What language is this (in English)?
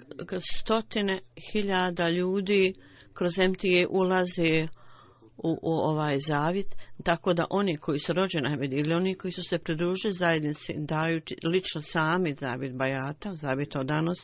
Bosnian